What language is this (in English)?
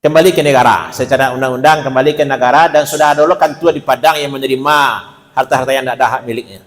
Minangkabau